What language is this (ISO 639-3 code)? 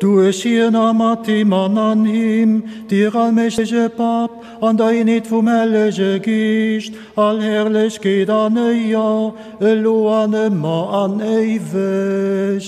ltz